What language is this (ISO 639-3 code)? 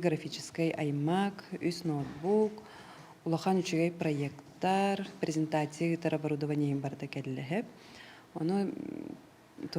sah